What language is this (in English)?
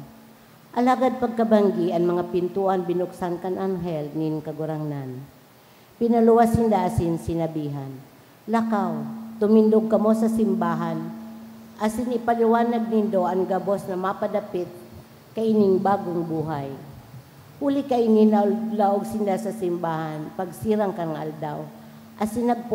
Bikol